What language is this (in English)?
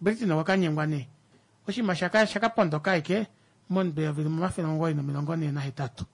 Kuanyama